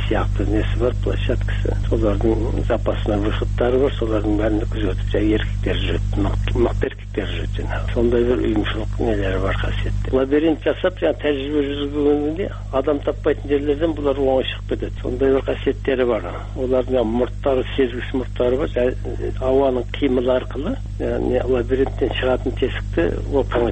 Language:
Kazakh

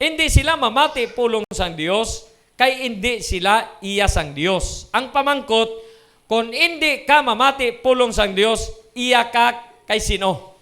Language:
Hiligaynon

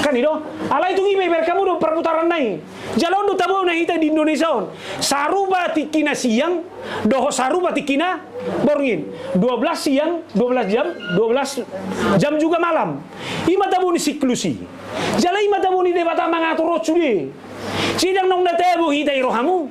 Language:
Batak Toba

